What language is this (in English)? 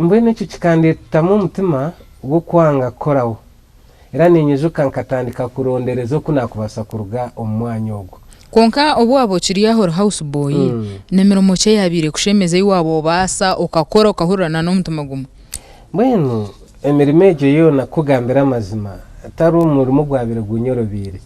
Nyankole